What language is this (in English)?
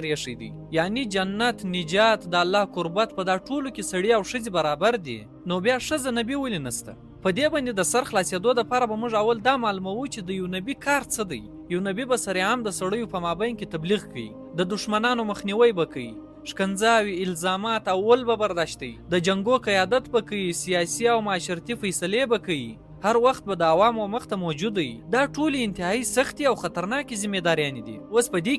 Pashto